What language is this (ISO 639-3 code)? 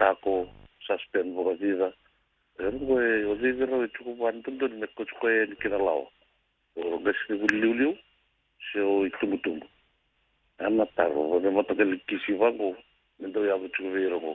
fij